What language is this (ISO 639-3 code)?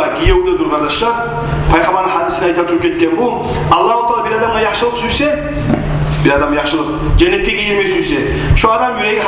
kum